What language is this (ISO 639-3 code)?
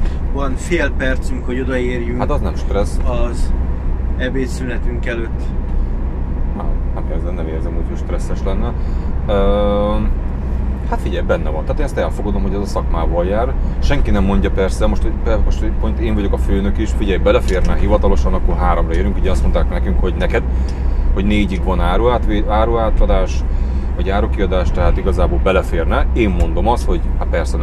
hun